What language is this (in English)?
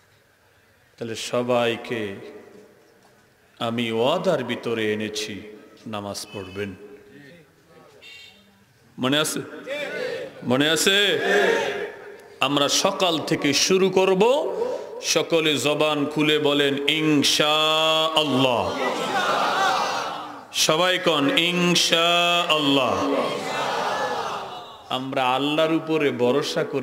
Bangla